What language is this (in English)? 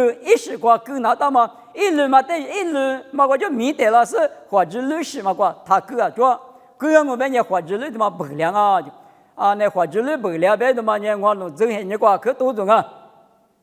Lisu